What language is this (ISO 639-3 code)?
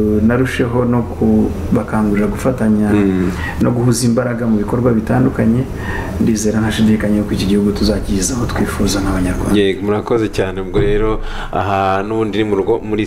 kin